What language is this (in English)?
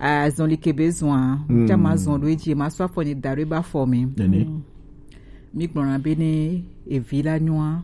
Gen